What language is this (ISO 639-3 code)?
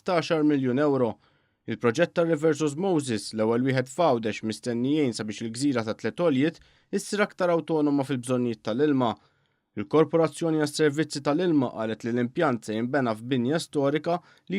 mlt